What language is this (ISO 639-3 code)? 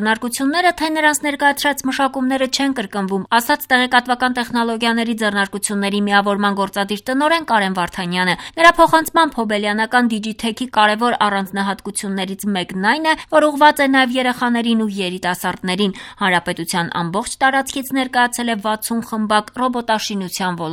hye